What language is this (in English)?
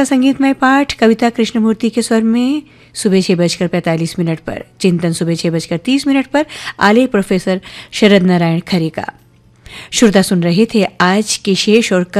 Hindi